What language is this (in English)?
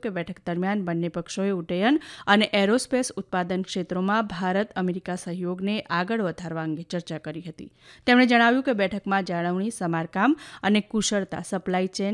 Gujarati